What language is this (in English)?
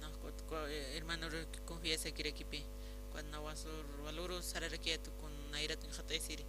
Aymara